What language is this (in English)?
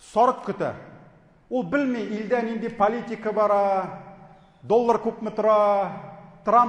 Tatar